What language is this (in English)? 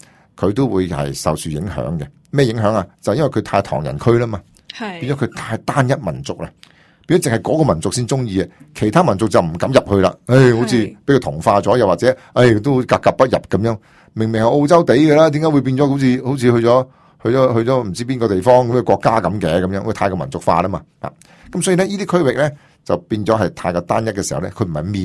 Cantonese